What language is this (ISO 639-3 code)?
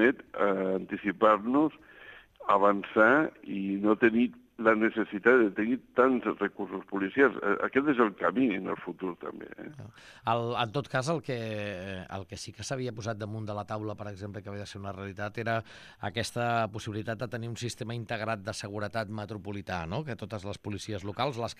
cat